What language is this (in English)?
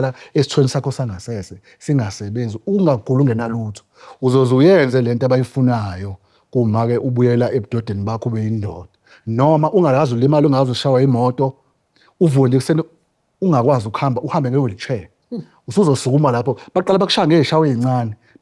Zulu